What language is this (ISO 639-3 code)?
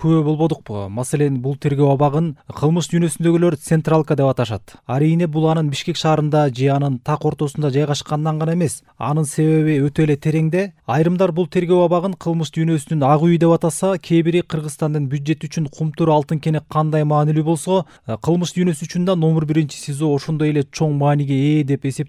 kir